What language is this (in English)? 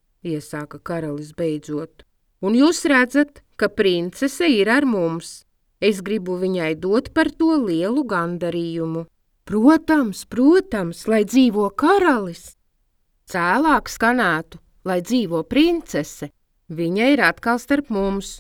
Latvian